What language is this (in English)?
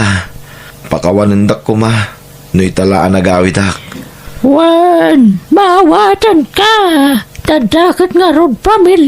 Iloko